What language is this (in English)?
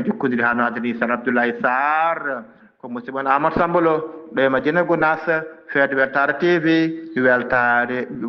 Fula